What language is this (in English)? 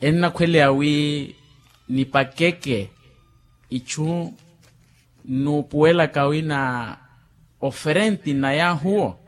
Makhuwa